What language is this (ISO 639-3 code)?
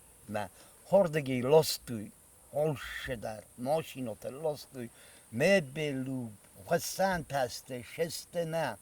oss